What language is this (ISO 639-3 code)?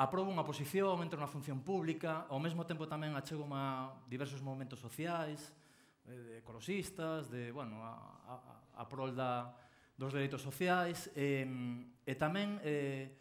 glg